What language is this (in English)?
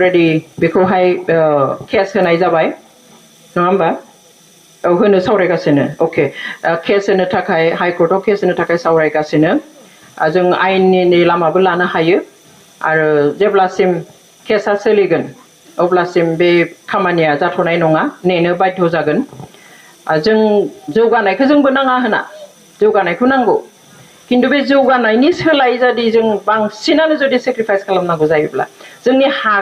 Bodo